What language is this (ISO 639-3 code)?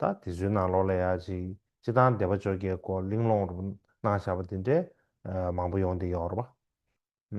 bod